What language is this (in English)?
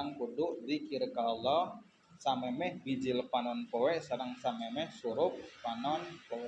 Sundanese